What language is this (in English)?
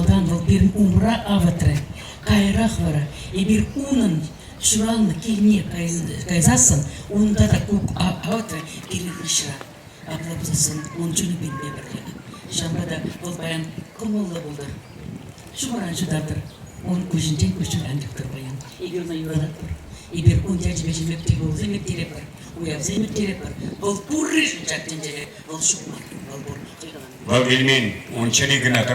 Chuvash